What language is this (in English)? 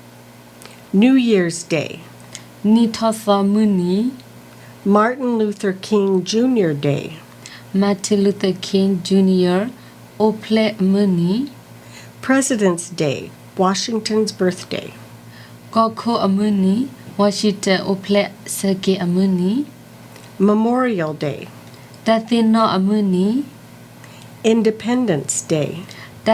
S'gaw Karen